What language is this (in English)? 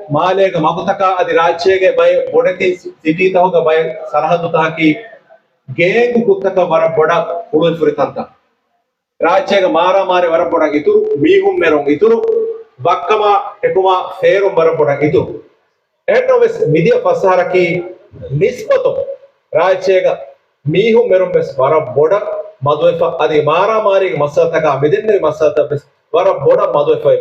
Divehi